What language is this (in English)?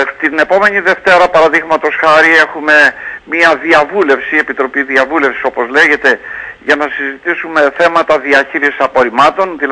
Greek